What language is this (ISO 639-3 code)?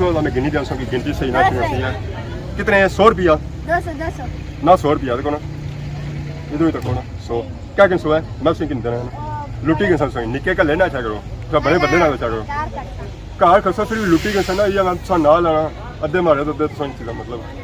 phr